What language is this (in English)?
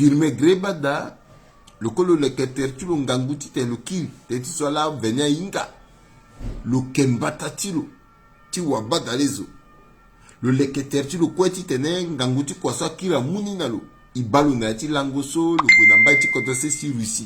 Sango